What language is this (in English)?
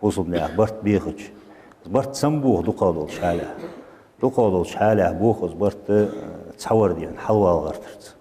Ingush